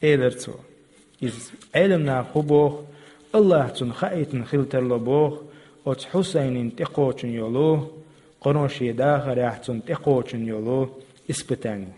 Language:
Chechen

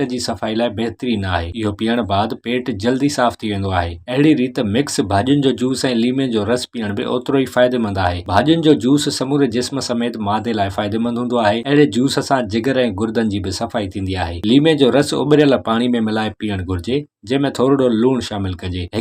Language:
Sindhi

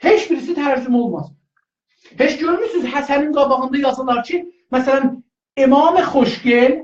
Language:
South Azerbaijani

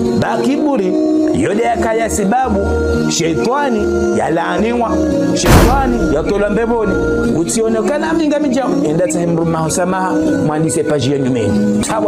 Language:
Ngazidja Comorian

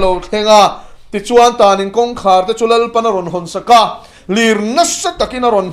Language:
Mizo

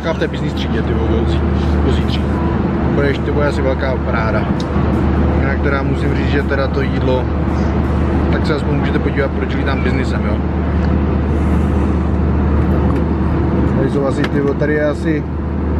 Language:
Czech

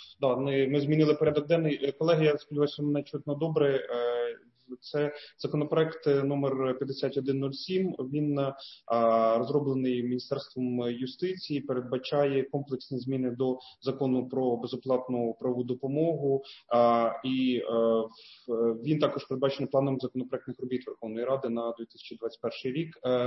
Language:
Ukrainian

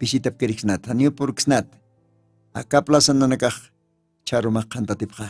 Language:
Aymara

